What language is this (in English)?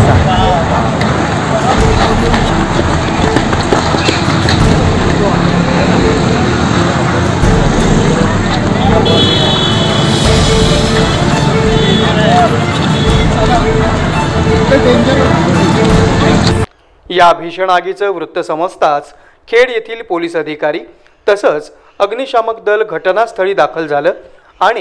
Marathi